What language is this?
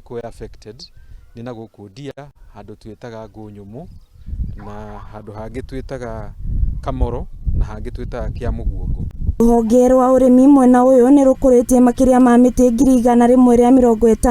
Kikuyu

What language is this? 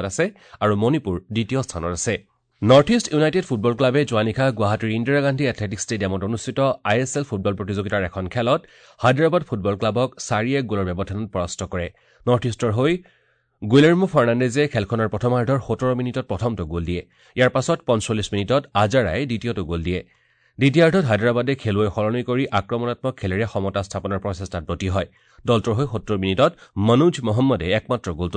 Assamese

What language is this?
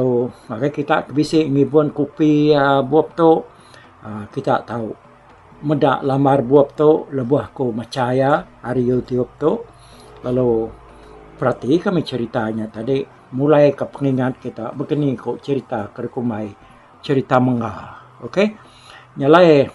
Iban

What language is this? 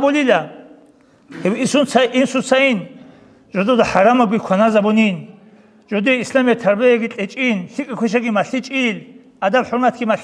Avaric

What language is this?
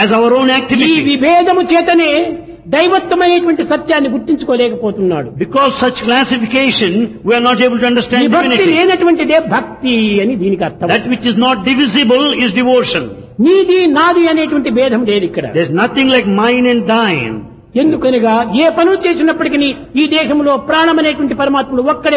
Telugu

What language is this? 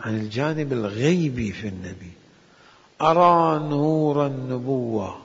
Mesopotamian Arabic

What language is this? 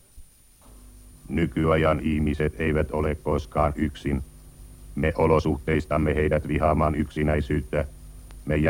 Finnish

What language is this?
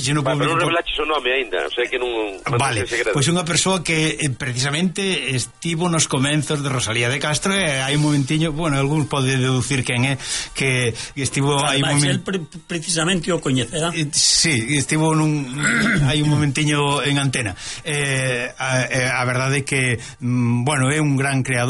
Galician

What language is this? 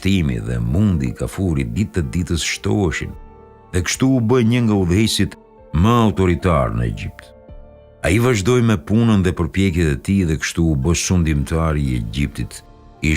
Albanian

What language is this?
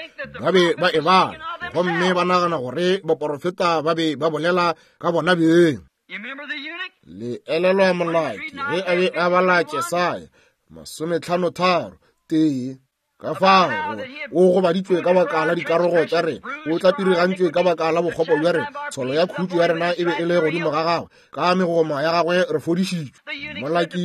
Northern Sotho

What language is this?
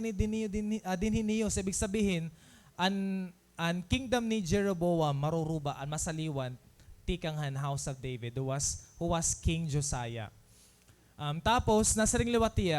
Waray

